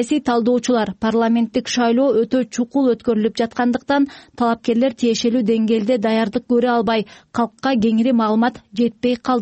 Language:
Kyrgyz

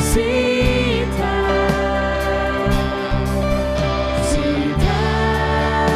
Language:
Faroese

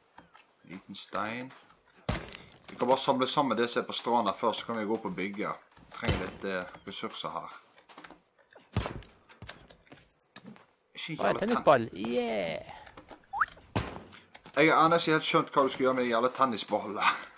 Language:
Norwegian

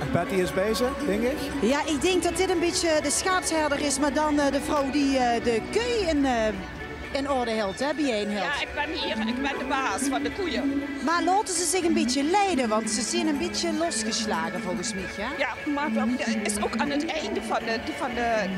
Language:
Limburgish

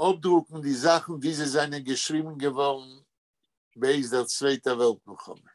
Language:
Yiddish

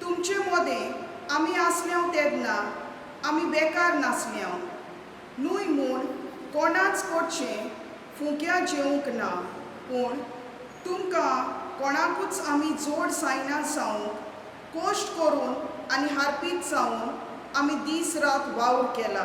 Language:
Konkani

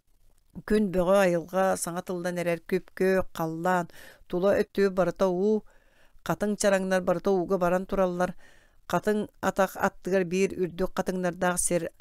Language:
Yakut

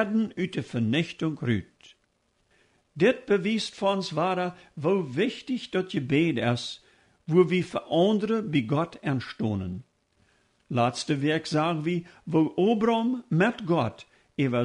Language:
Plautdietsch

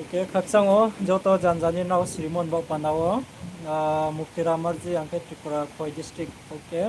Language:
Riang (India)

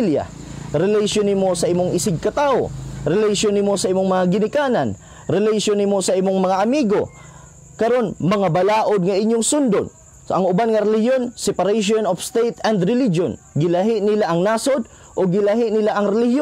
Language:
Cebuano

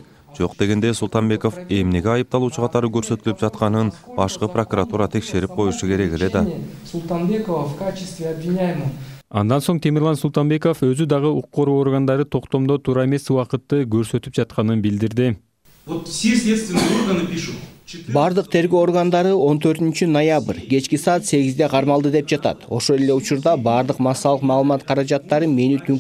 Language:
Kyrgyz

